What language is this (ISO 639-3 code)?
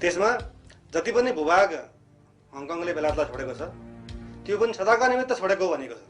nep